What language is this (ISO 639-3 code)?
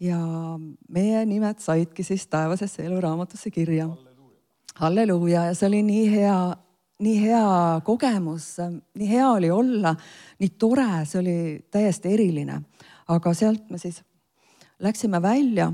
est